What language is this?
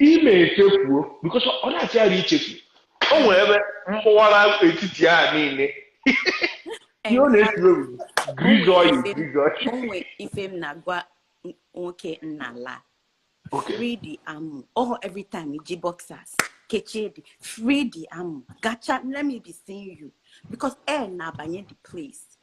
Igbo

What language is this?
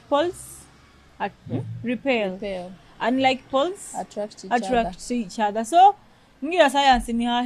Nyoro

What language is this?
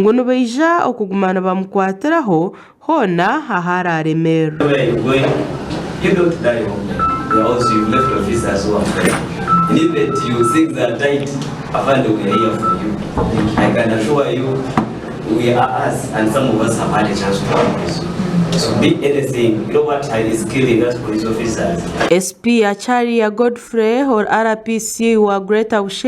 Nyankole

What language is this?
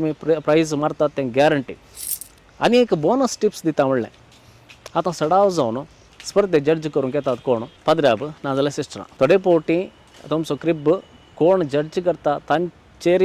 Konkani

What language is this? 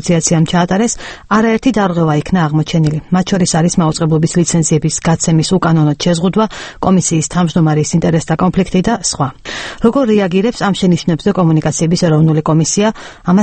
Georgian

